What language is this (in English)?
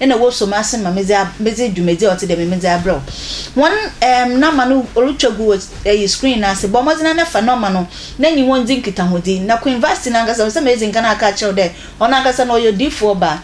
Akan